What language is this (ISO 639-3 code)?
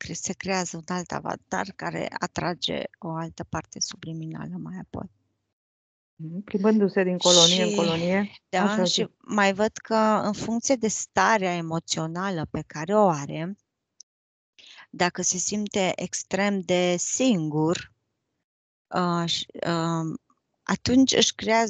ron